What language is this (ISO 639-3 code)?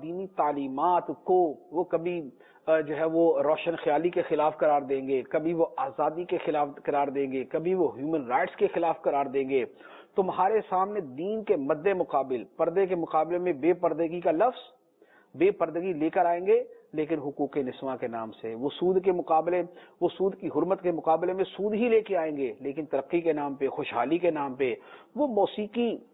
urd